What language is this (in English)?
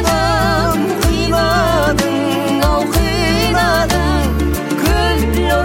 Kazakh